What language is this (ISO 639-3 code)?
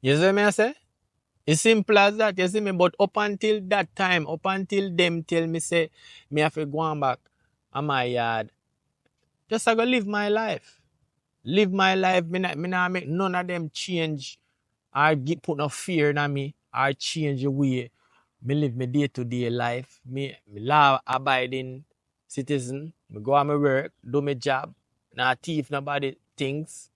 jam